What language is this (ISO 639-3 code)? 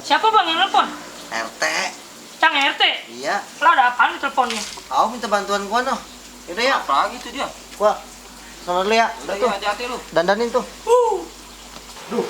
bew